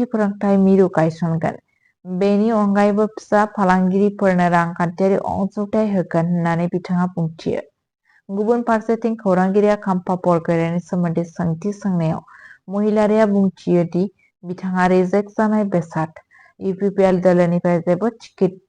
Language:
Bodo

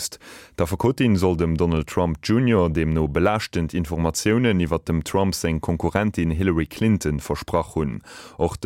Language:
Luxembourgish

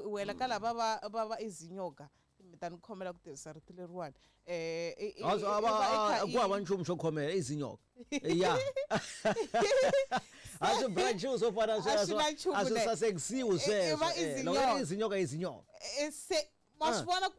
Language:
Tsonga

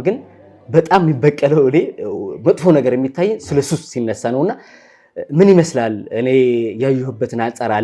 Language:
Amharic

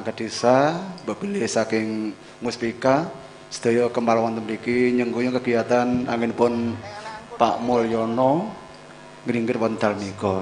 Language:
Javanese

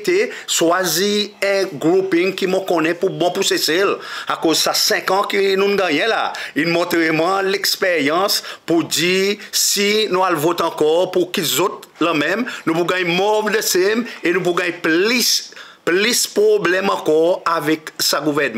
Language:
Seselwa Creole French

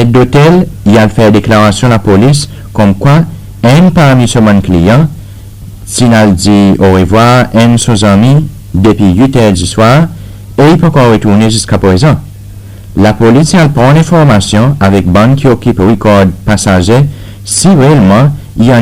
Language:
Seselwa Creole French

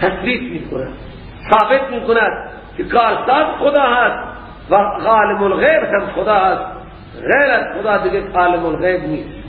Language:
Persian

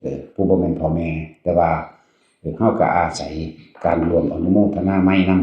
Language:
Northeastern Thai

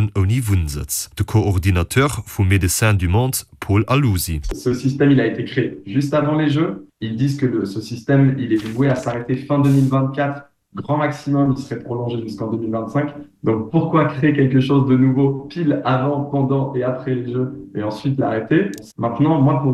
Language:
Luxembourgish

